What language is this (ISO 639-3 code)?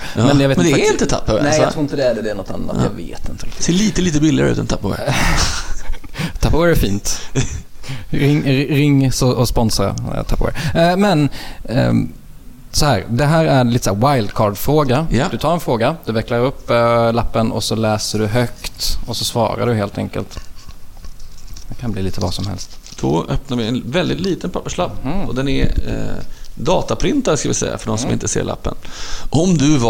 swe